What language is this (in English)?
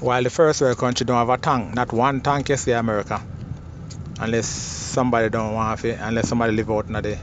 Jamaican Creole English